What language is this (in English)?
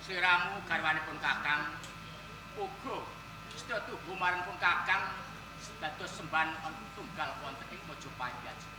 Javanese